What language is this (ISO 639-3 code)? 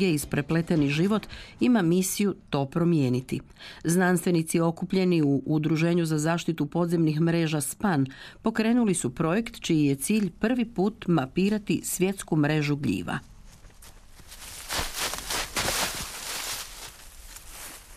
hrv